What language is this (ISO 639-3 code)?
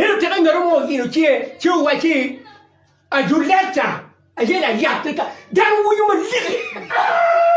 ach